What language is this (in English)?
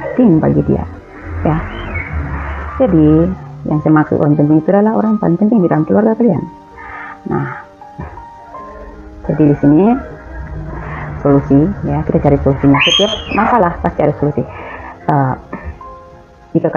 Indonesian